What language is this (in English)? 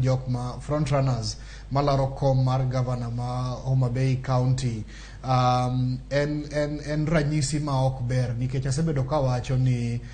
Luo (Kenya and Tanzania)